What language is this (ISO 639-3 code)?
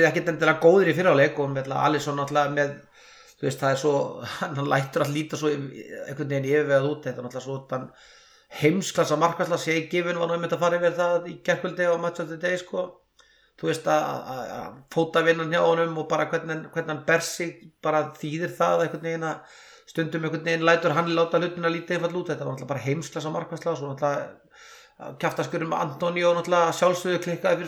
isl